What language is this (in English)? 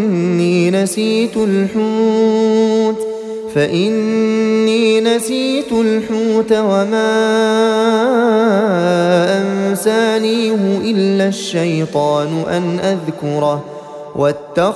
Arabic